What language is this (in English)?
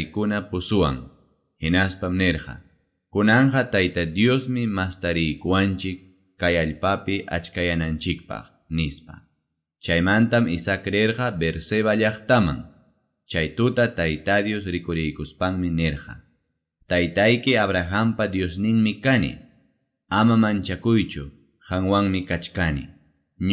Ayacucho Quechua